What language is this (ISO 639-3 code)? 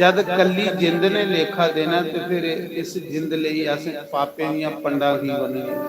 doi